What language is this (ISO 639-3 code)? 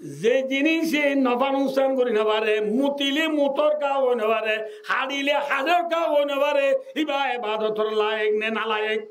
rhg